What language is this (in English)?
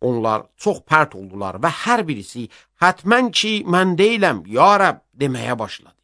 Azerbaijani